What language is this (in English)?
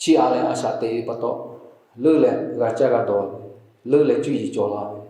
Lahu